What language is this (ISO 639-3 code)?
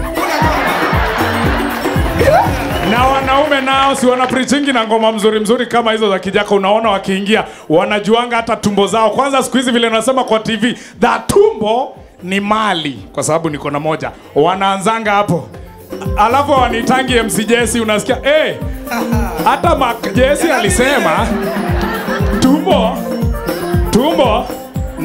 swa